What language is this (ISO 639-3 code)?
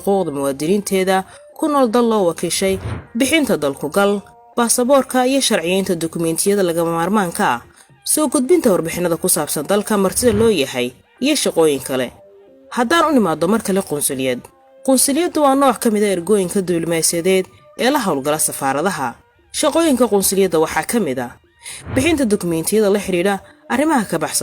som